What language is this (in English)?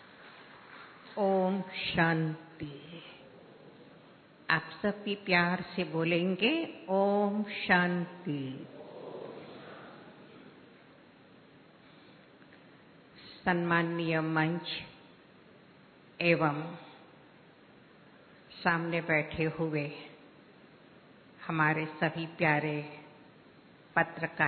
Hindi